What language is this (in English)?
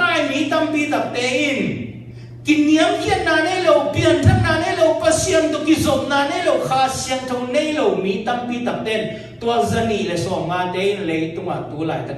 Tedim Chin